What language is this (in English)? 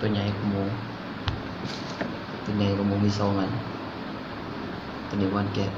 Lao